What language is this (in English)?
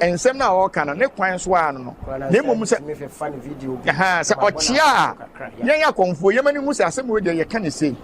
Akan